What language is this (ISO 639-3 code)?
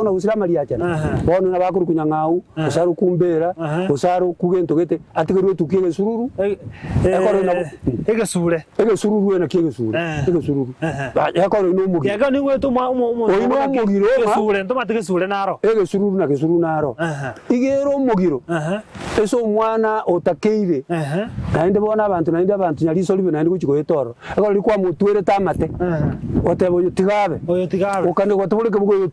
guz